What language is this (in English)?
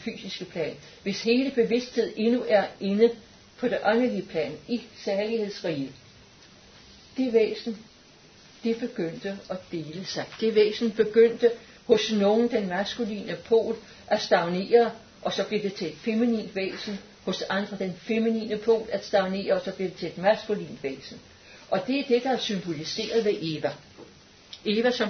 Danish